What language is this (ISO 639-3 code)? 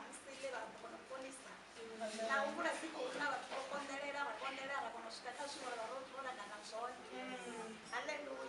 ven